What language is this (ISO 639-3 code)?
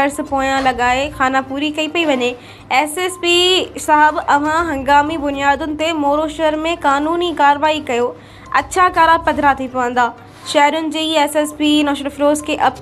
snd